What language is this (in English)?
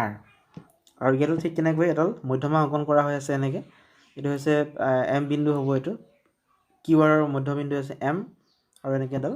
Assamese